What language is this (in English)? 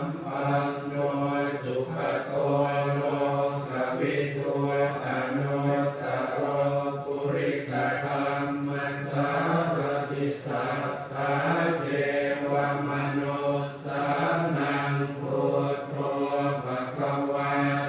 Pali